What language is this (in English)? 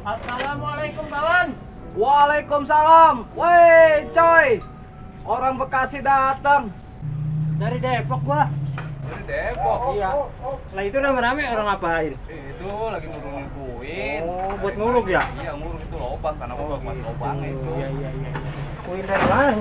Betawi